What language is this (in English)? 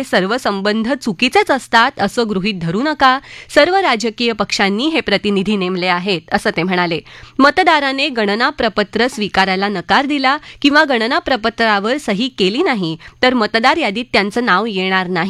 Marathi